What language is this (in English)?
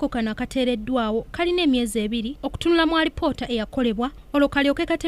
Ganda